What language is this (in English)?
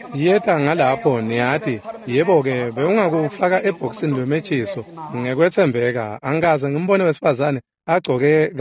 Swati